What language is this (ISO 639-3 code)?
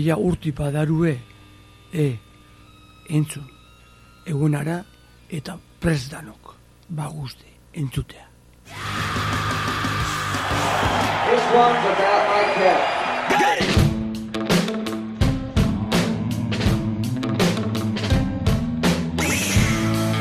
eus